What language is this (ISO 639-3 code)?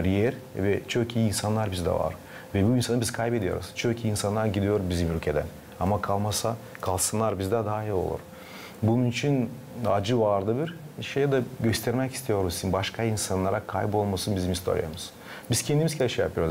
gag